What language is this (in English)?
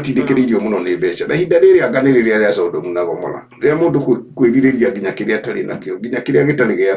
Kikuyu